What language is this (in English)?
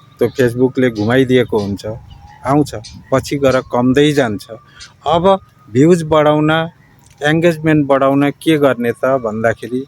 Nepali